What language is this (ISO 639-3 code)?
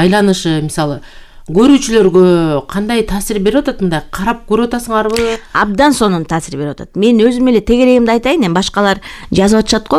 kir